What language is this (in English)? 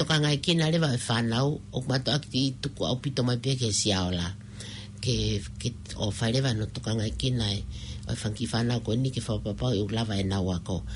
Tongan